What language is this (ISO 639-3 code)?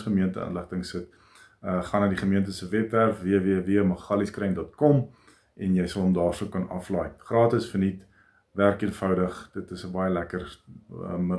afr